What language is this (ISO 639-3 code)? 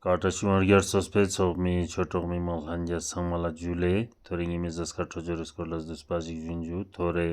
bod